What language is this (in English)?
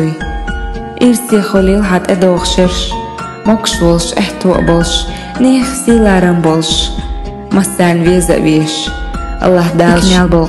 Chechen